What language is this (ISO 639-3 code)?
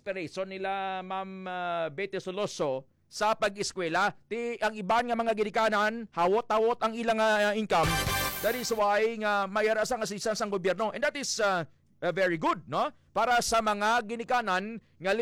hil